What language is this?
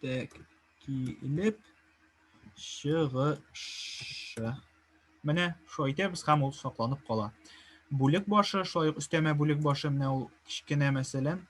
Tatar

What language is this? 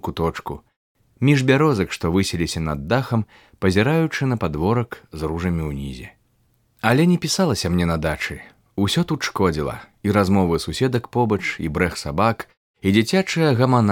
Belarusian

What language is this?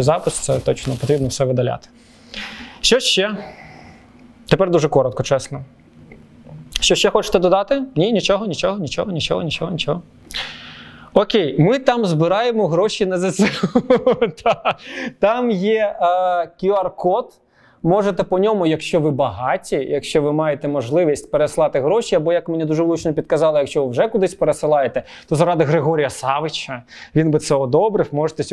Ukrainian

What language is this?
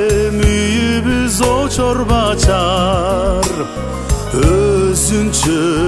Kyrgyz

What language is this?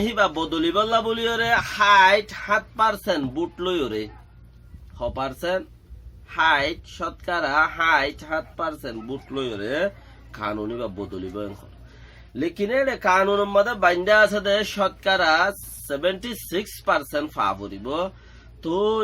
Rohingya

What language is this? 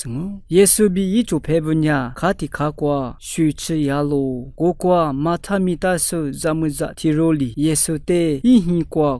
Lisu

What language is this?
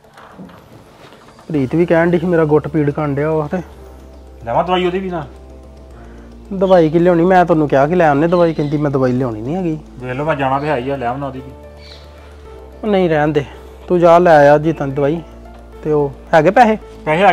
Punjabi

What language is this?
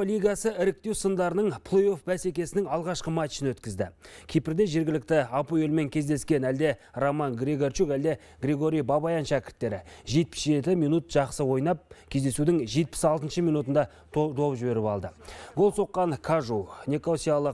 Kazakh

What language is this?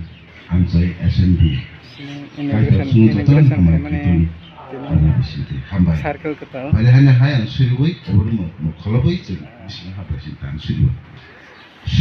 Kok Borok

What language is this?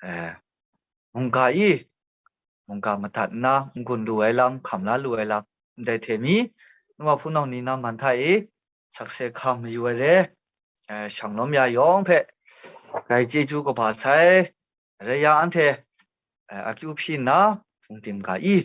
Kachin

